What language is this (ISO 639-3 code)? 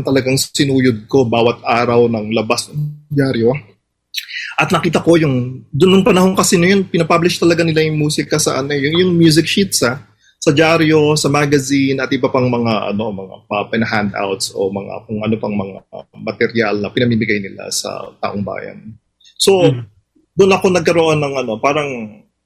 fil